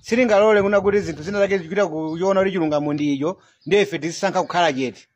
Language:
Nyanja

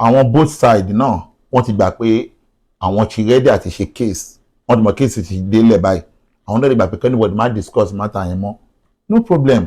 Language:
Yoruba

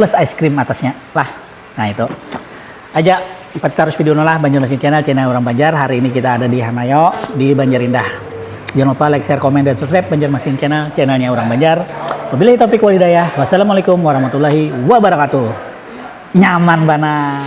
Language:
Banjar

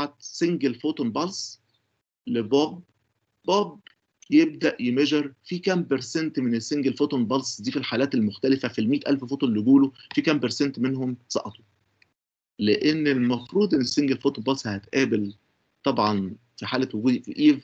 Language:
Egyptian Arabic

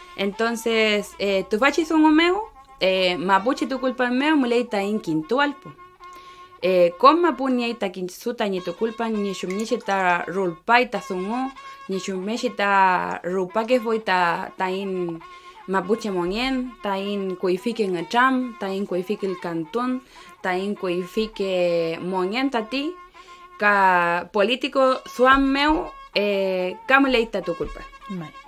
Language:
Mapuche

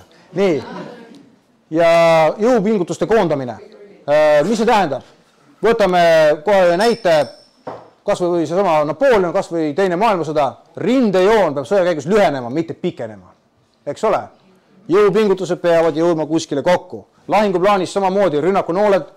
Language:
Estonian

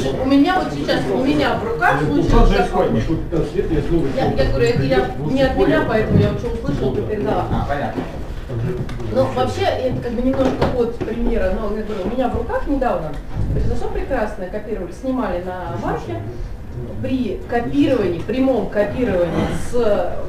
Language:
Russian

